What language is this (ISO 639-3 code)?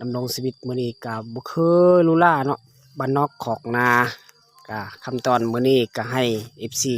lao